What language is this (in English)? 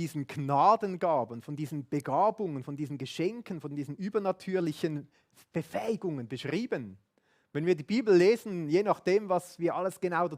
Swiss German